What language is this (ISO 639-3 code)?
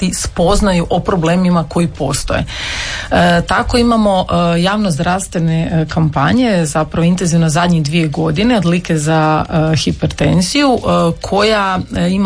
hrv